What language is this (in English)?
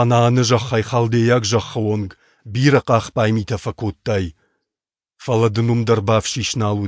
Ossetic